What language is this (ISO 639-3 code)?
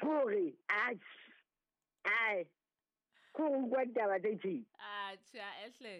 sot